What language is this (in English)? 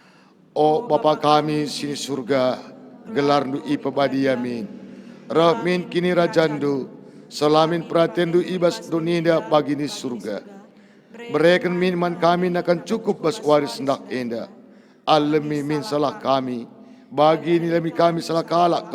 Batak Karo